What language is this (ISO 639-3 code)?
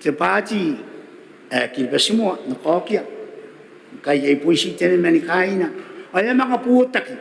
gil